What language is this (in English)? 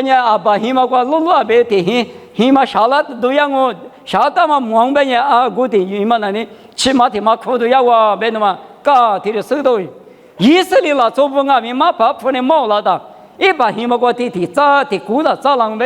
Lisu